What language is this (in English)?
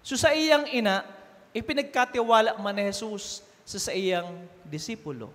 Bikol